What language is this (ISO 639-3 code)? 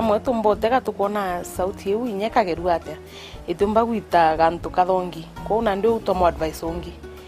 mer